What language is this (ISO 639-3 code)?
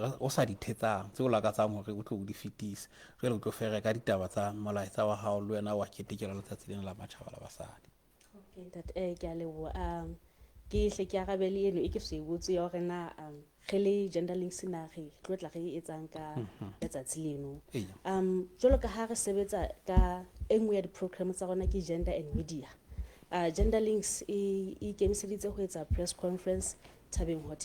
sot